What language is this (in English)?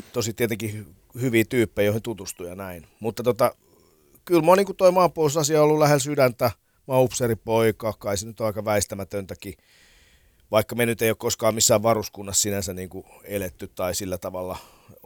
Finnish